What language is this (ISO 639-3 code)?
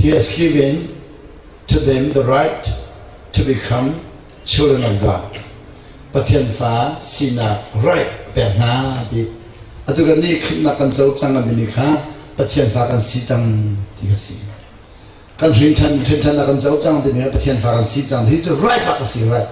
cnh